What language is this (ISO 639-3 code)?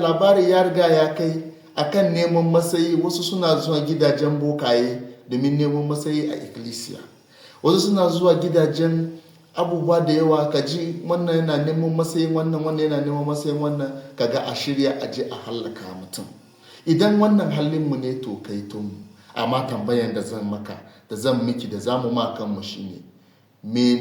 hau